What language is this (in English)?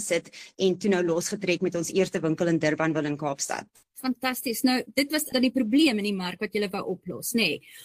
Afrikaans